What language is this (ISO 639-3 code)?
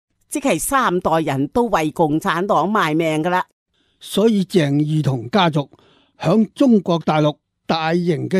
yue